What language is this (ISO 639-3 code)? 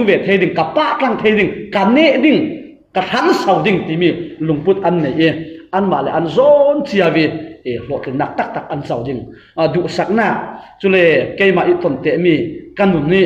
cfm